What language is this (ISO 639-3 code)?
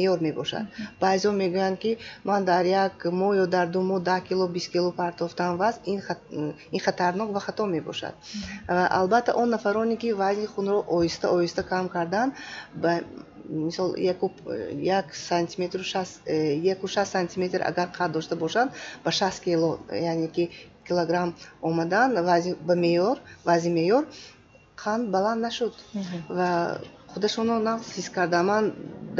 tgk